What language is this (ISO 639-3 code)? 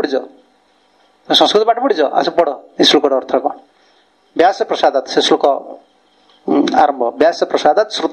ori